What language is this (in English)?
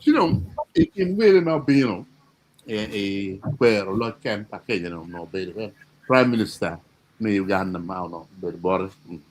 Acoli